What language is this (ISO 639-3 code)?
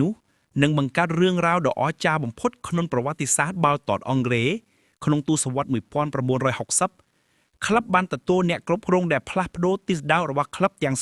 khm